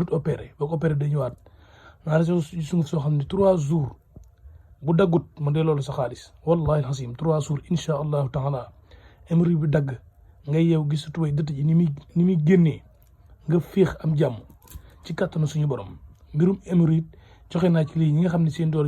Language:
Wolof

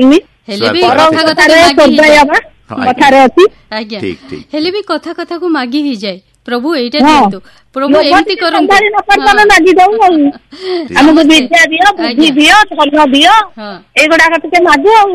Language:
Odia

